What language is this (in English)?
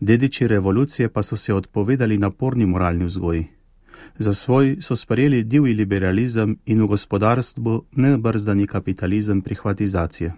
Slovenian